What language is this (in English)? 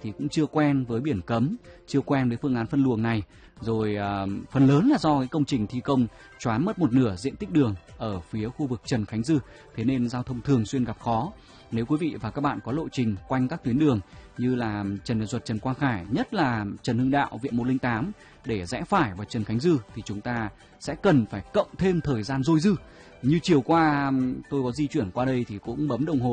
Vietnamese